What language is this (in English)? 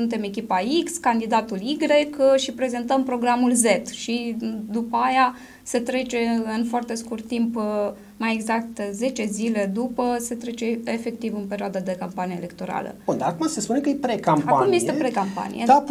Romanian